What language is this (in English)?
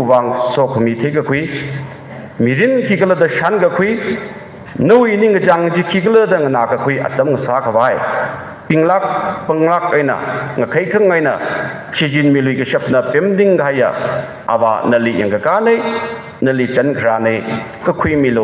Tangkhul Naga (India)